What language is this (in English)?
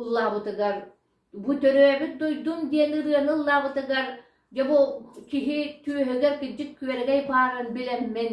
Yakut